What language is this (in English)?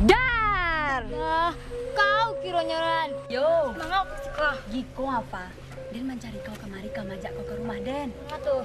Minangkabau